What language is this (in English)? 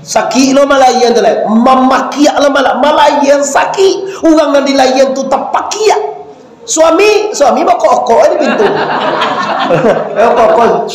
Minangkabau